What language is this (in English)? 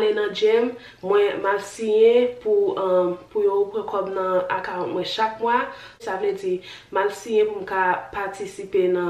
Haitian Creole